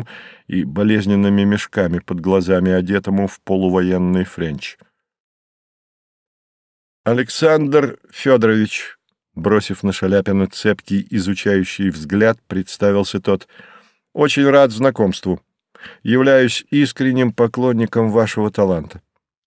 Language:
Russian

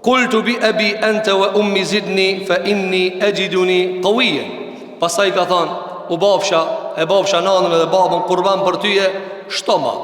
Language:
Albanian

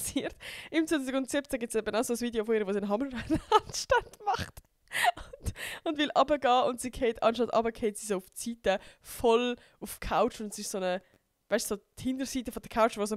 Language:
Swiss German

